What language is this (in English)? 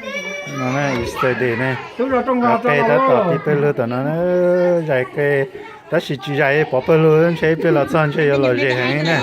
Hmong